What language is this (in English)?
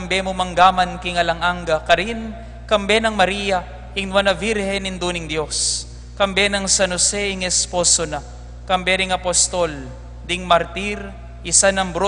Pampanga